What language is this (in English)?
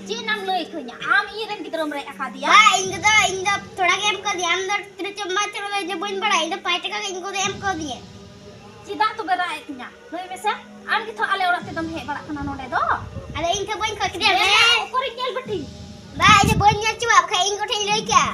Santali